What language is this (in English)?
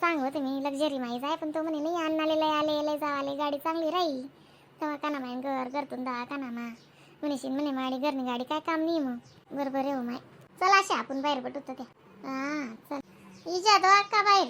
Khandesi